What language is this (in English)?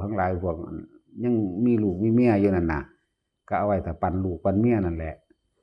Northeastern Thai